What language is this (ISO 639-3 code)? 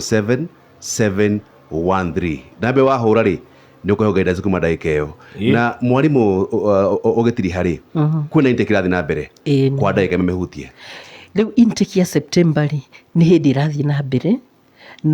kik